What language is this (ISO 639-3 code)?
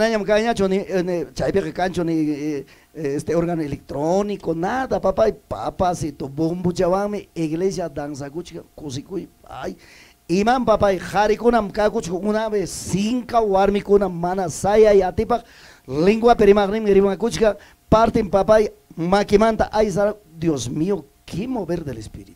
quy